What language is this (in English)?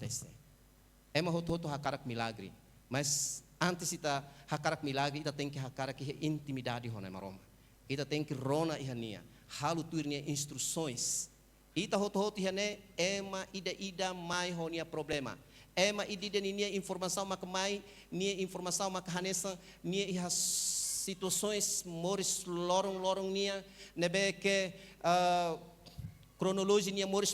Tetum